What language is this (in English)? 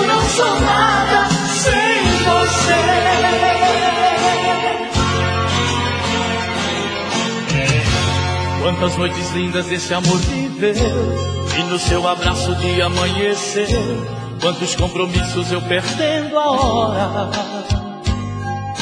Portuguese